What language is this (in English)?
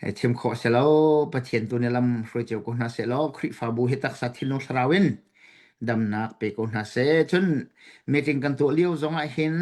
Hakha Chin